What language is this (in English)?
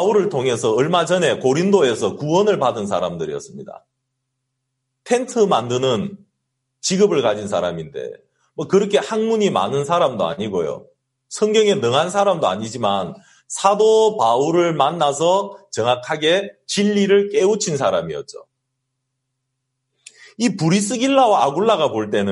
Korean